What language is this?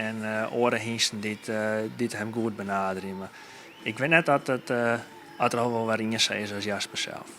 Western Frisian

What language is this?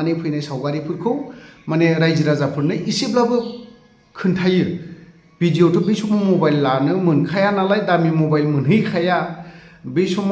Bodo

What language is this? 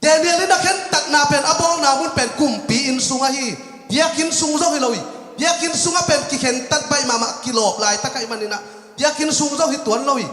Tedim Chin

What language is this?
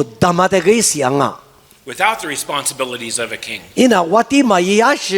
Lisu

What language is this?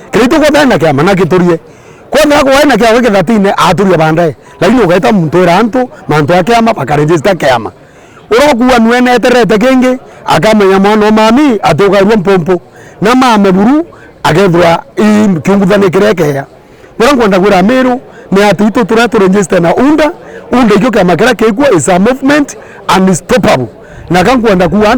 Meru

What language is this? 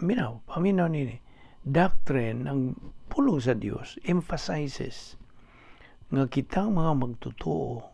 Cebuano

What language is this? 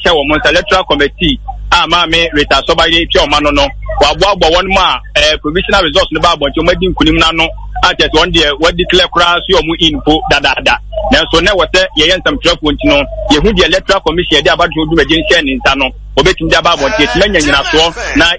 Akan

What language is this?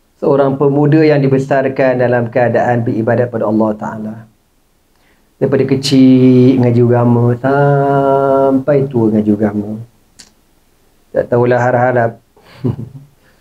Malay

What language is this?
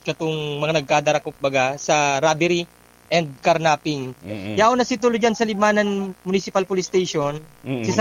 Bikol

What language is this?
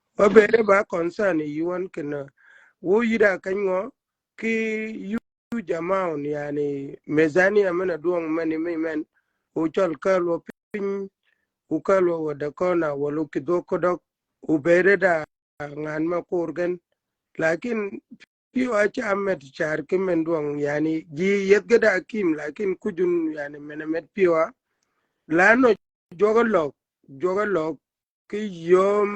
Shilluk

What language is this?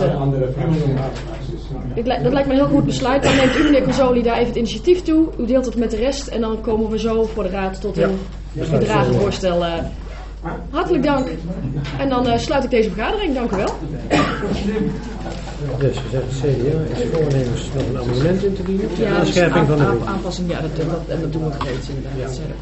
Dutch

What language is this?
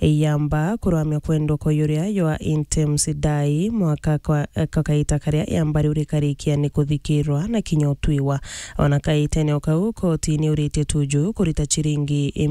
Meru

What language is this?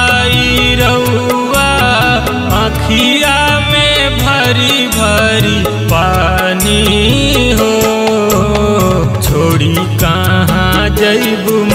Bhojpuri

